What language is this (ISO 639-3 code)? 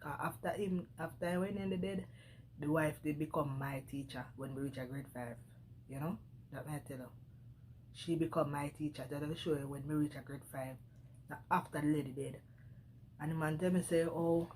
jam